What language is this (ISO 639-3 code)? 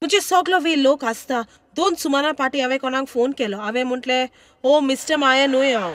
kok